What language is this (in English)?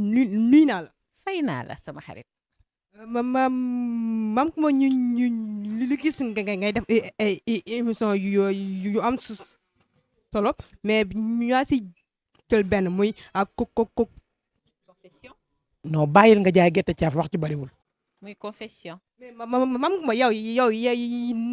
Wolof